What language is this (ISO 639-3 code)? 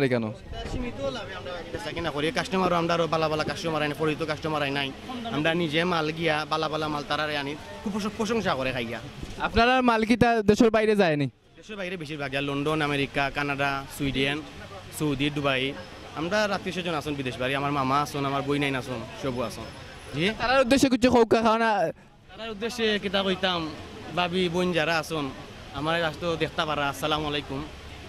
syl